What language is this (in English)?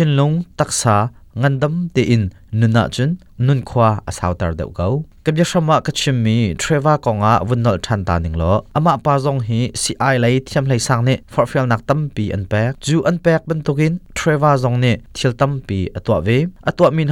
Hakha Chin